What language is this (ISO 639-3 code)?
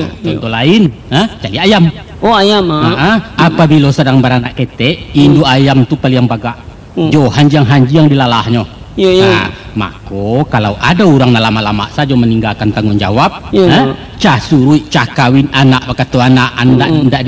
min